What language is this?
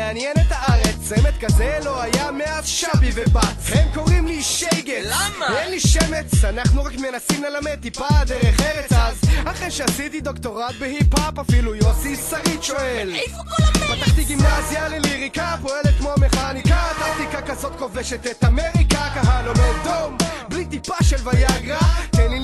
Hebrew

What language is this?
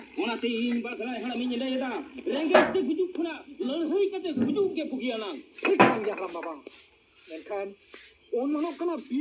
Santali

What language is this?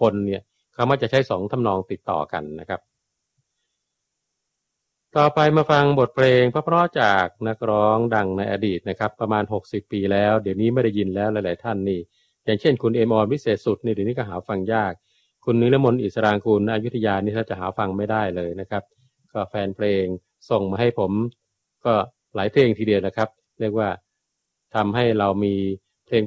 Thai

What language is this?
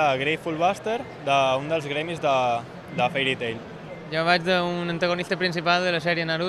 Catalan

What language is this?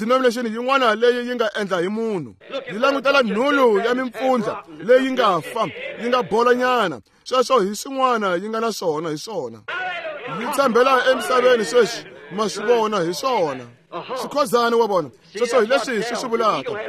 Tsonga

